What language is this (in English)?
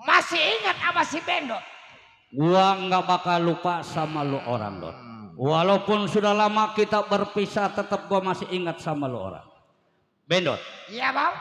Betawi